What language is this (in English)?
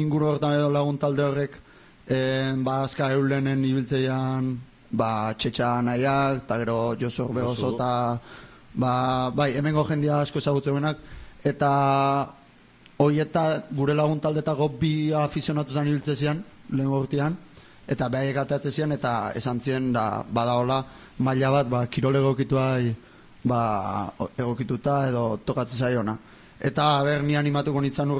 Basque